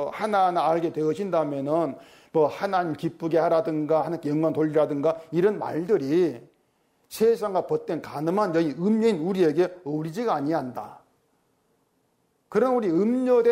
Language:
Korean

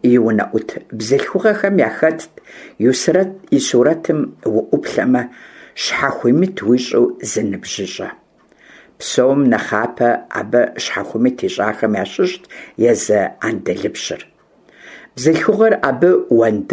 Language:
Kabardian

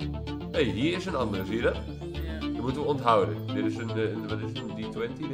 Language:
Dutch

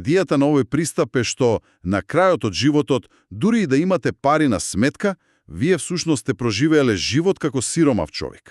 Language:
Macedonian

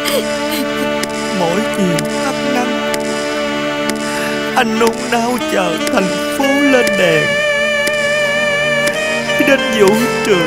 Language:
Vietnamese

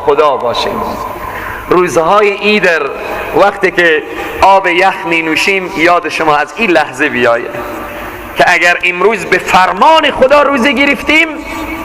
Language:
Persian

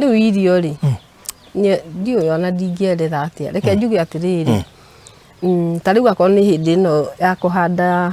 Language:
Kikuyu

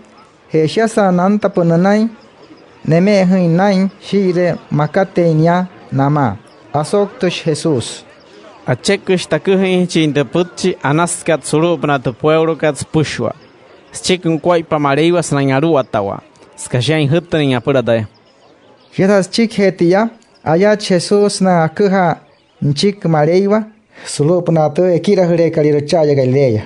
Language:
Wayuu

